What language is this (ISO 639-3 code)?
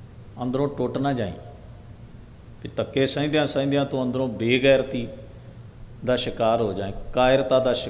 pan